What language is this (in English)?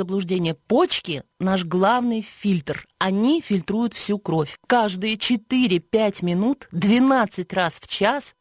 Russian